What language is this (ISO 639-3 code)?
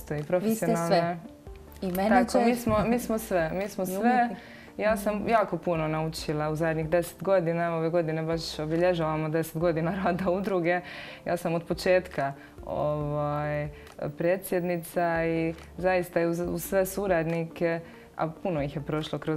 hrv